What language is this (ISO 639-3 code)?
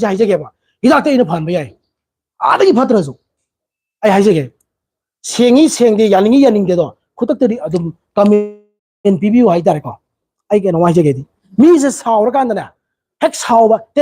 mni